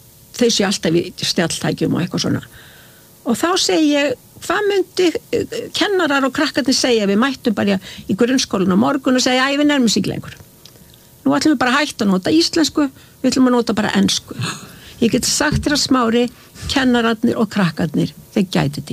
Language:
Icelandic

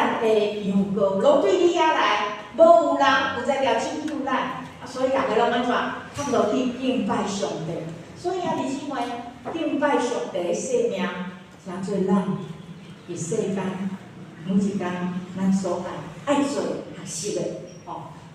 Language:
Min Nan Chinese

